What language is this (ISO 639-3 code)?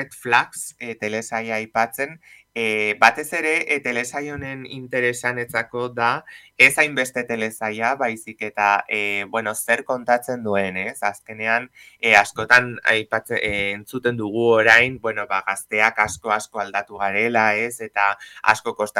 eus